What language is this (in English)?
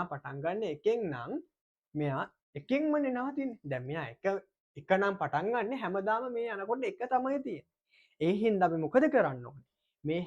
Sinhala